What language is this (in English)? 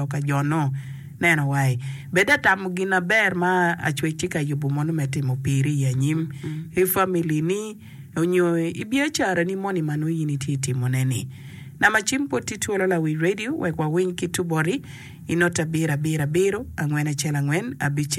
Acoli